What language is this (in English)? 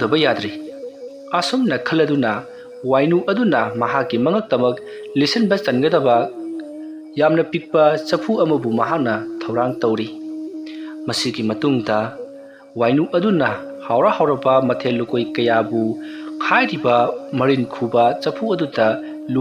Manipuri